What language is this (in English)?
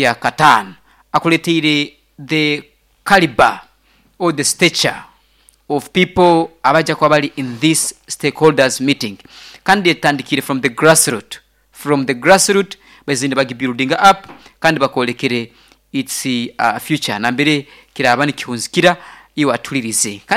Nyoro